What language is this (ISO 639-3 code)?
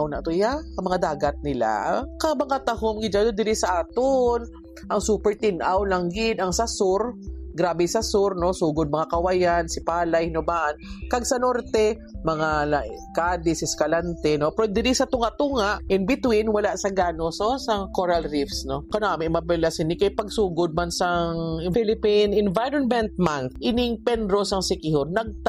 hil